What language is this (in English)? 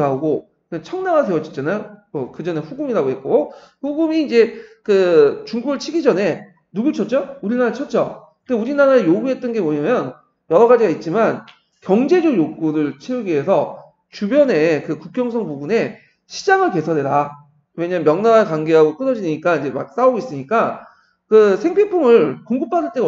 Korean